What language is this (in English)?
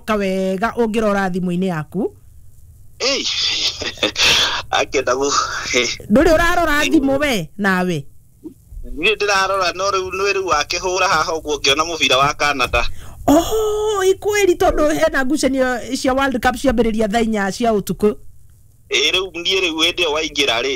Kikuyu